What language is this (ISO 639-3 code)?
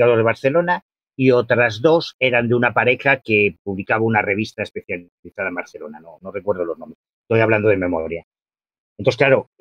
spa